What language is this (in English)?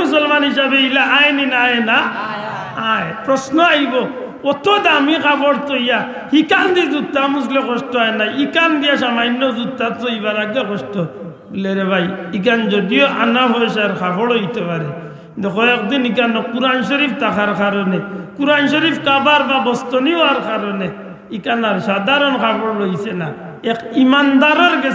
Sylheti